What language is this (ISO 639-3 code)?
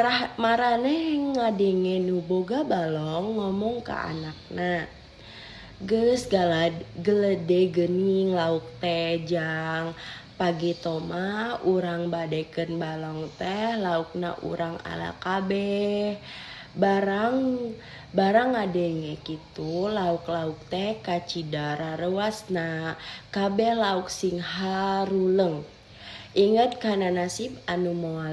sun